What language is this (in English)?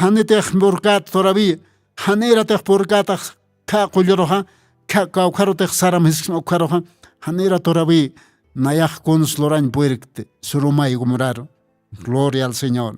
Aymara